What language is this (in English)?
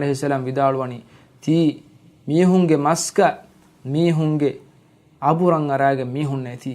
Divehi